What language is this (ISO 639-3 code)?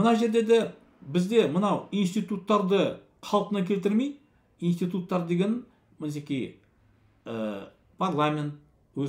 kaz